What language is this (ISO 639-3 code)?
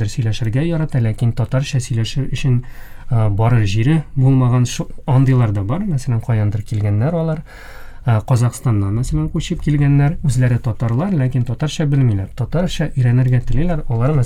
tat